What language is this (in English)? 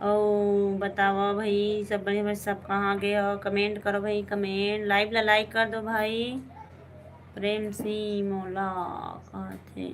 Chhattisgarhi